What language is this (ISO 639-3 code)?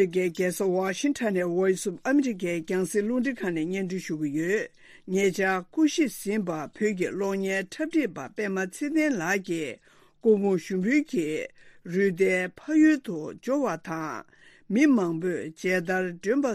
bod